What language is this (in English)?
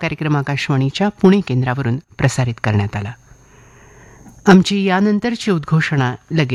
Marathi